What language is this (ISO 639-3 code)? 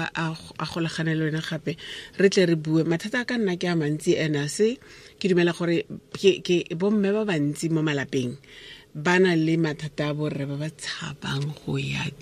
tsn